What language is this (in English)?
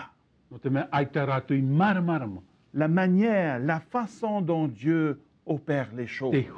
Tahitian